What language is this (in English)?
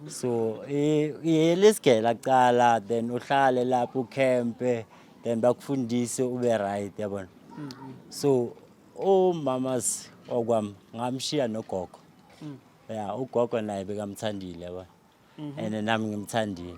Zulu